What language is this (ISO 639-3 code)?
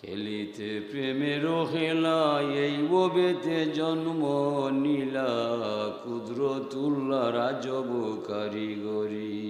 syl